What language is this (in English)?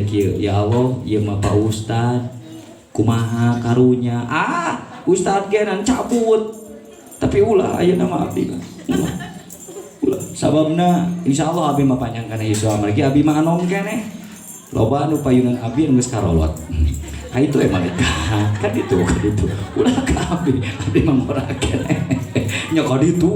Sundanese